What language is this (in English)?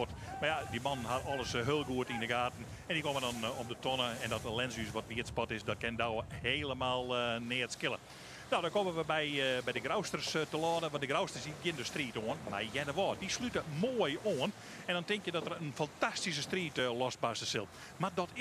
Western Frisian